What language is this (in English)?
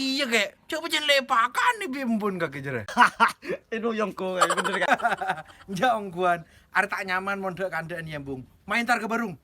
Madurese